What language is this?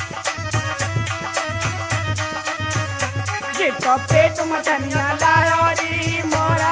Braj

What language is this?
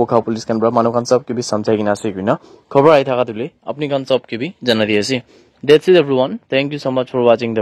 Naga Pidgin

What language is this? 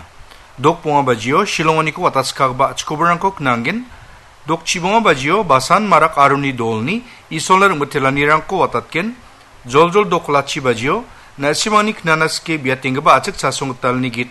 Garo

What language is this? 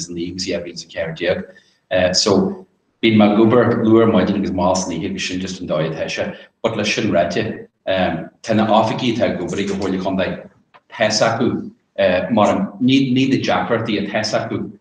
Irish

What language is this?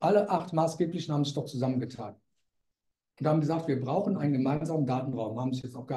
German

